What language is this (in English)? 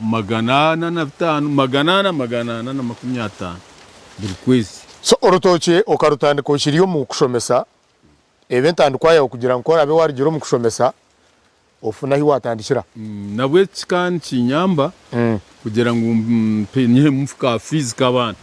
Nyankole